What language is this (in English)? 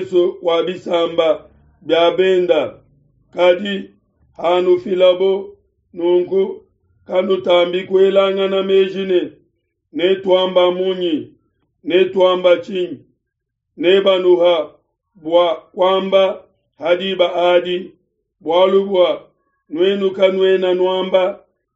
Luba-Lulua